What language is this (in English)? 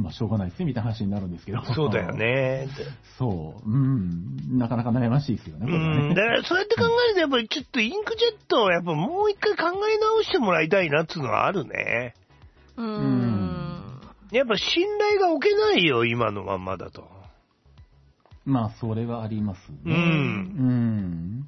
Japanese